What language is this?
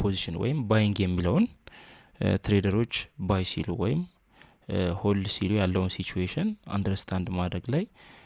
Amharic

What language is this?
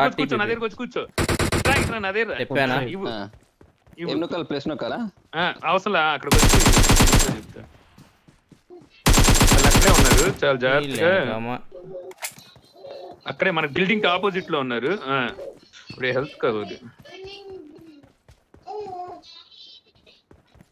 Telugu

